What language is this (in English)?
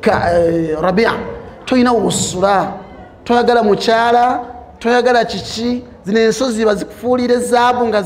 Ganda